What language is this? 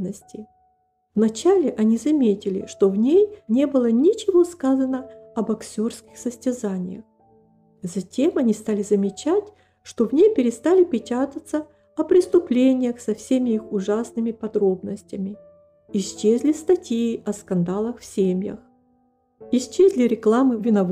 Russian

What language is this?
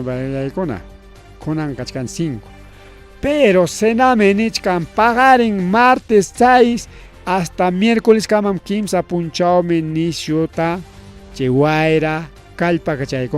Ayacucho Quechua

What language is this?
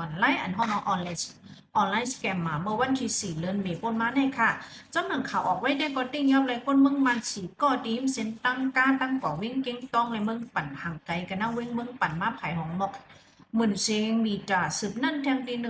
Shan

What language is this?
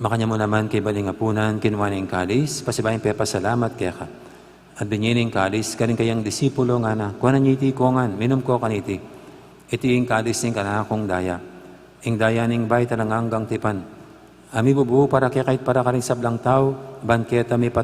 Pampanga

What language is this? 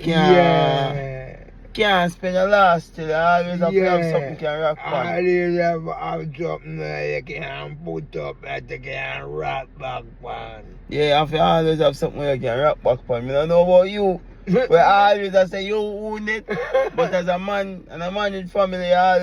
Jamaican Creole English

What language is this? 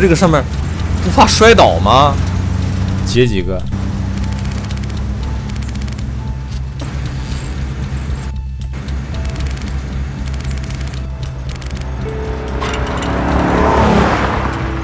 Chinese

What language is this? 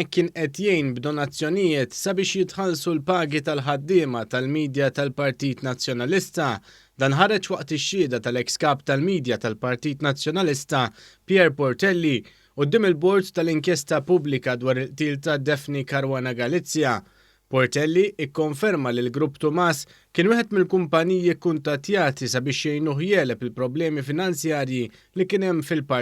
Maltese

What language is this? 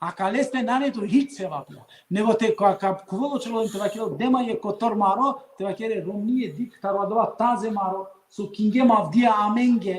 Balkan Romani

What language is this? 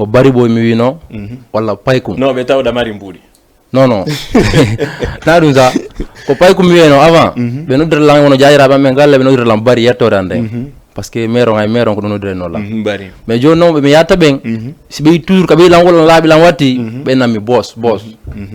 Fula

